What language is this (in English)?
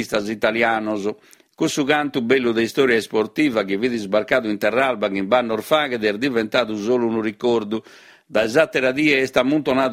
Sardinian